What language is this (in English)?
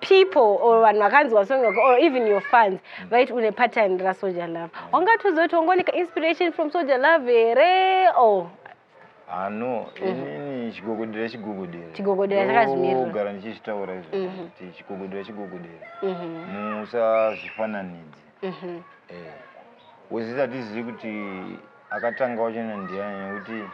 Shona